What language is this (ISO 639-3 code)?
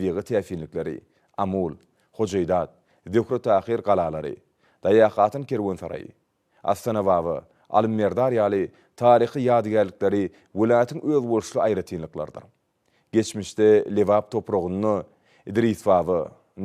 tuk